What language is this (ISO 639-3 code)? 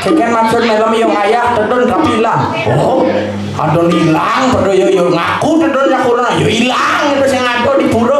ban